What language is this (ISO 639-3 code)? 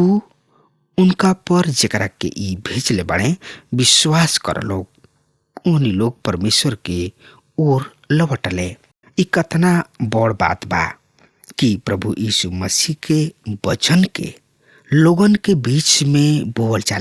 bho